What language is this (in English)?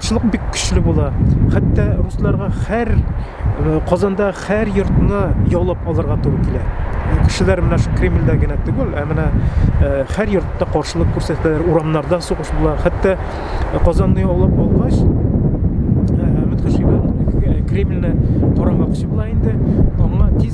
Tatar